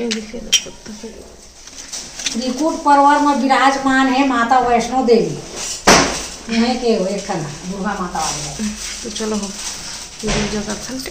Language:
Chhattisgarhi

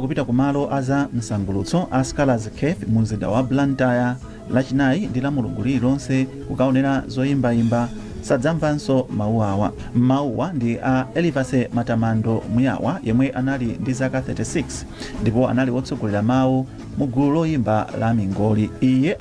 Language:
Nyanja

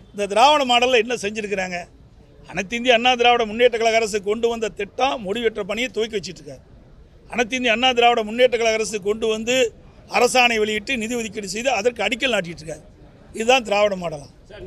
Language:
Tamil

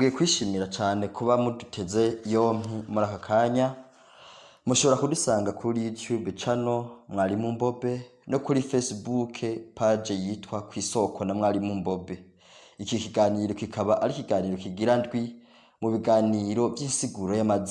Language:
Rundi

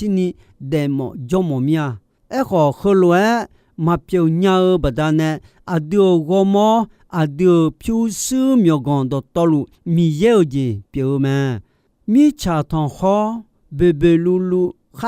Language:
Akha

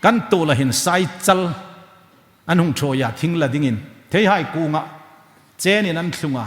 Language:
Hmar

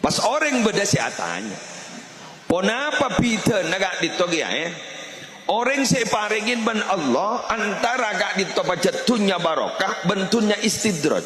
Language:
Madurese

